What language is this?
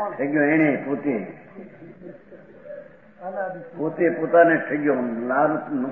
Gujarati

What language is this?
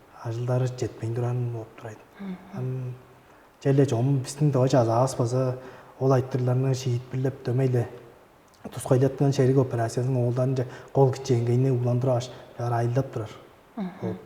Tuvinian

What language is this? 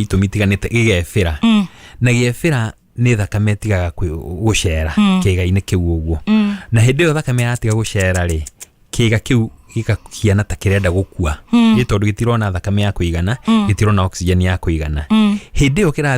Kikuyu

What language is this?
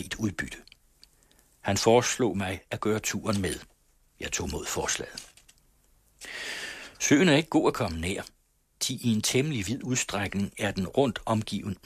Danish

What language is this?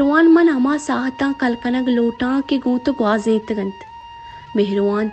Baluchi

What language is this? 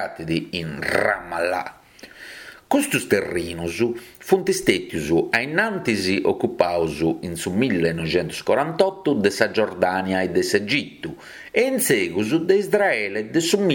Sardinian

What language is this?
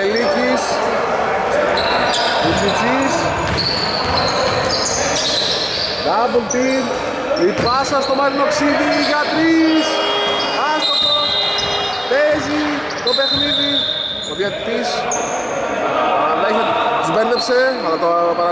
Greek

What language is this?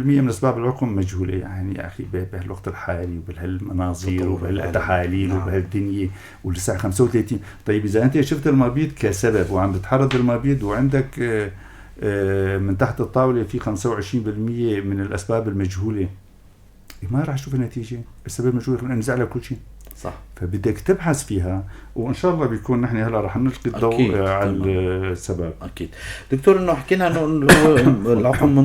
North Levantine Arabic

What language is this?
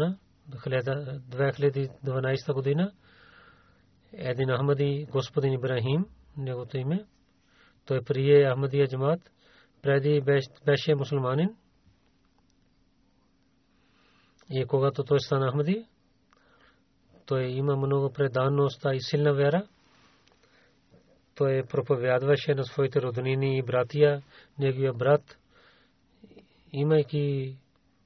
Bulgarian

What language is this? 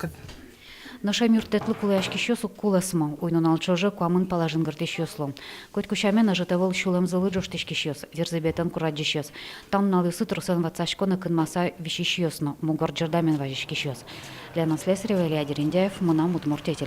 Udmurt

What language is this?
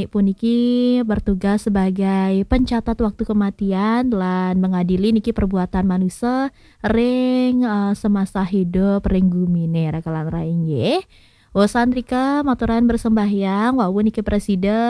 Balinese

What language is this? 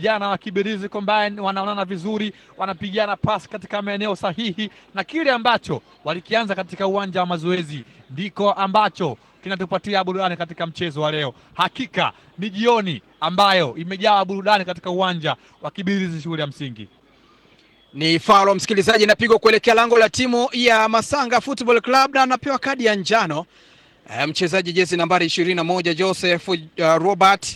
Swahili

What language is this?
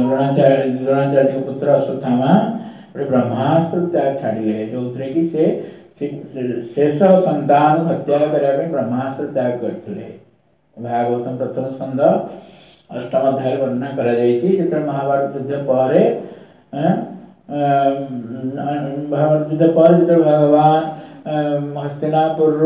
Odia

